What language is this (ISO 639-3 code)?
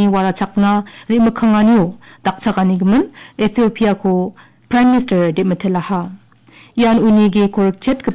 grt